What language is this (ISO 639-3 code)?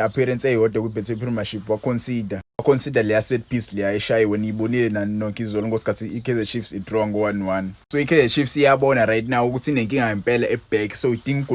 zul